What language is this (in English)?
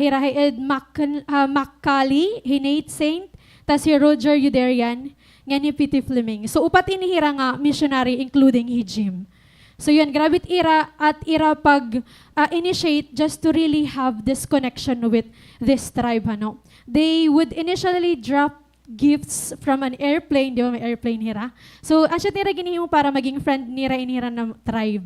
Waray